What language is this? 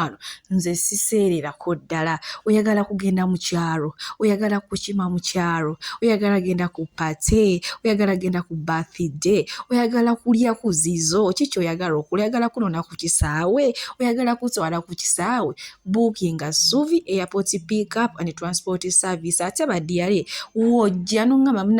Ganda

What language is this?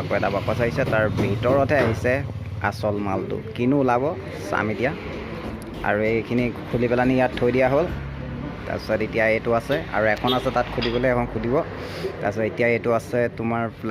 Assamese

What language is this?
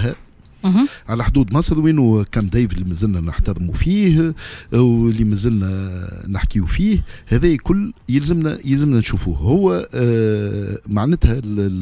Tunisian Arabic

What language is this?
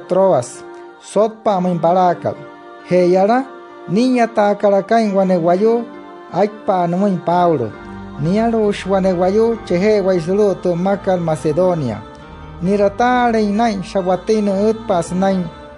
Wayuu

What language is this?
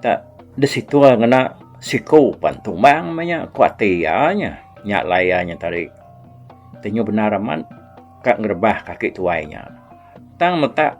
Iban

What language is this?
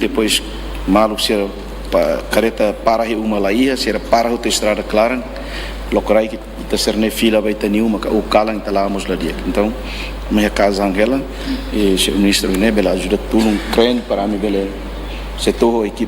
Tetum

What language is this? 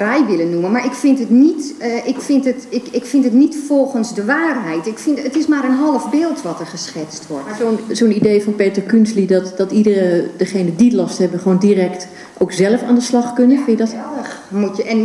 Dutch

